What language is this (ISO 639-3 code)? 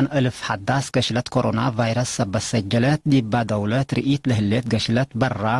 tig